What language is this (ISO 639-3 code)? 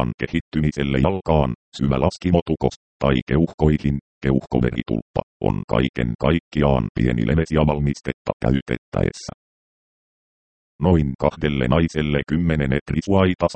fin